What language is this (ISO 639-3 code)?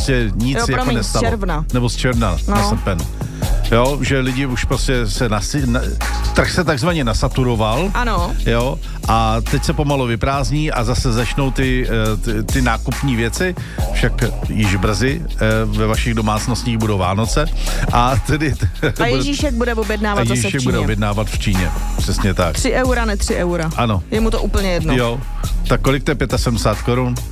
ces